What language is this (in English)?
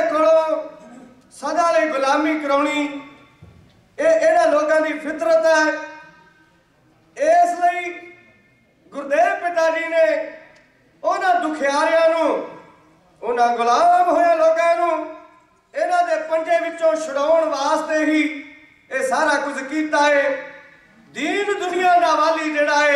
Punjabi